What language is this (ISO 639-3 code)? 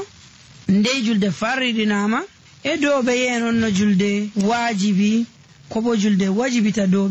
fuv